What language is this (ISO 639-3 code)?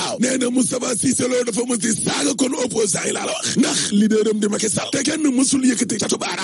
wol